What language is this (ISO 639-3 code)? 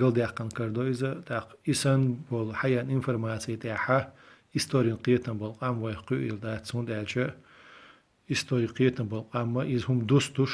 che